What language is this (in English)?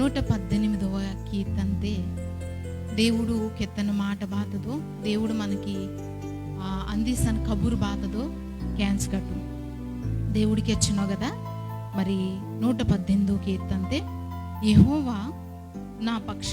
Koya